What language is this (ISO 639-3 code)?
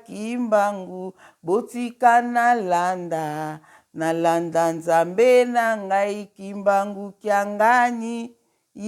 lin